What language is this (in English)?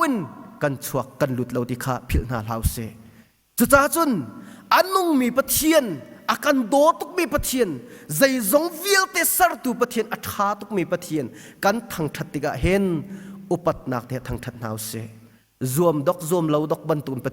Hakha Chin